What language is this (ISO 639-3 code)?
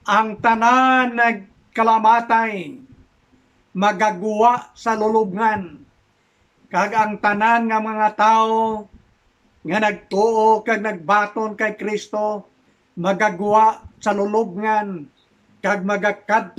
hil